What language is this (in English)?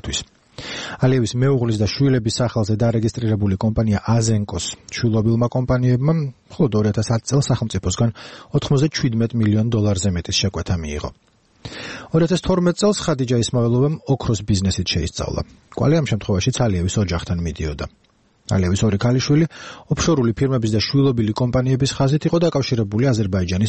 Georgian